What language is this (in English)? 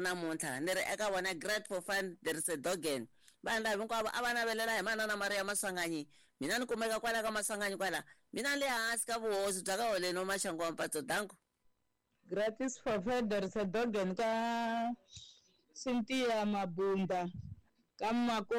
Tsonga